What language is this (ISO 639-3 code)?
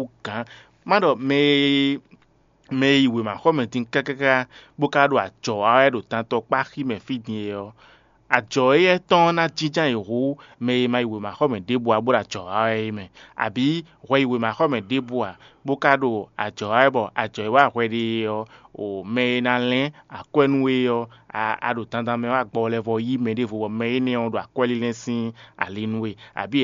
fon